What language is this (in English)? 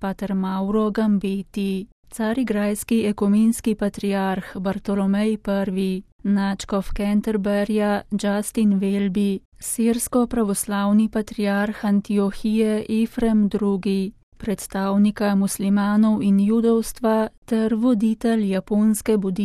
Slovenian